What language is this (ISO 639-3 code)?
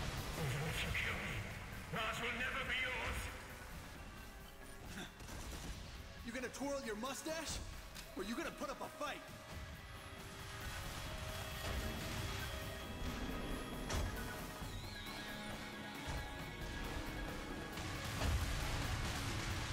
eng